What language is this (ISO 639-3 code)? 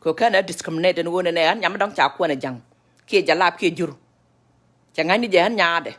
nus